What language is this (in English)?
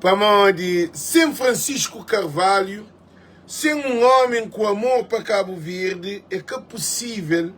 Kabuverdianu